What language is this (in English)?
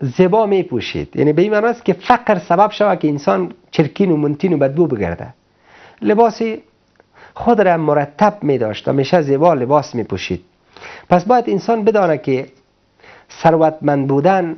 Persian